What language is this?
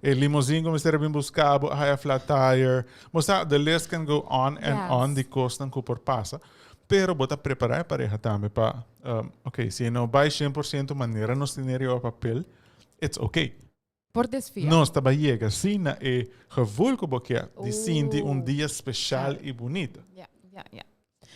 Papiamento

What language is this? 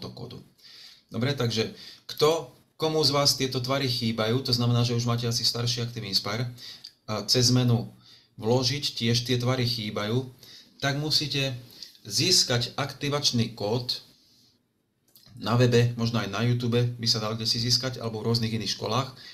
Slovak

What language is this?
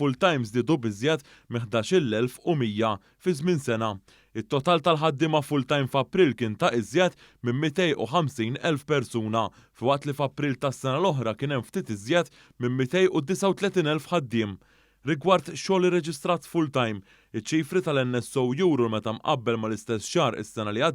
Maltese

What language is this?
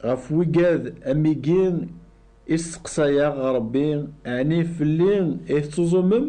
Kabyle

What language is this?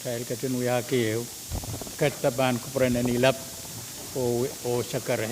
Pohnpeian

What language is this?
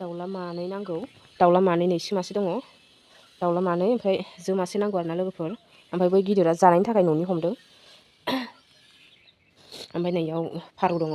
Bodo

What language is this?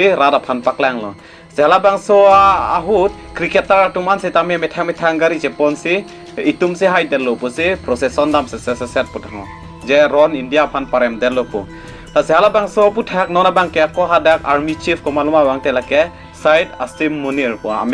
Karbi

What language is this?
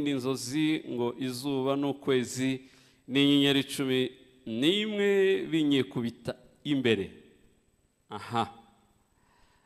Kinyarwanda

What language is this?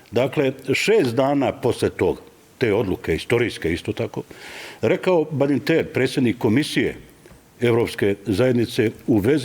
Bosnian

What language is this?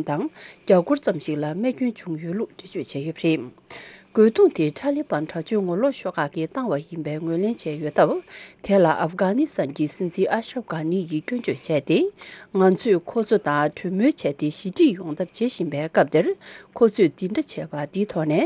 Tibetan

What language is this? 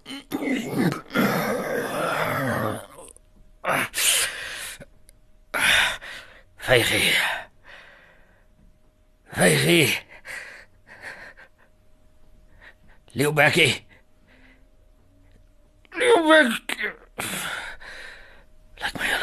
Afrikaans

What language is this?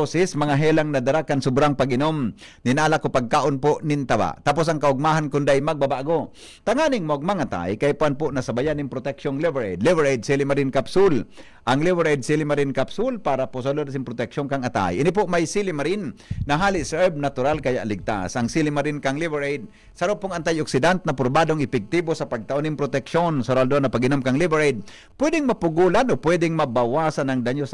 Bikol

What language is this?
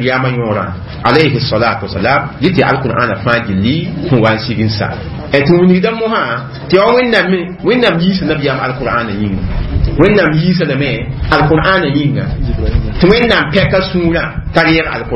Mossi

